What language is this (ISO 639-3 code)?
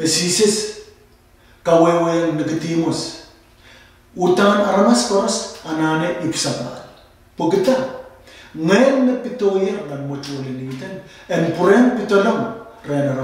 pon